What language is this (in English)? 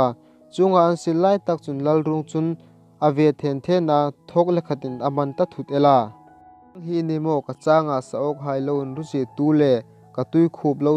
Hmar